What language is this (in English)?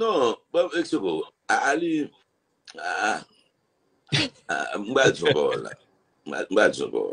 Haitian Creole